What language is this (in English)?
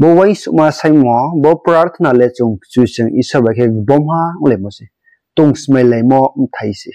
Riang (India)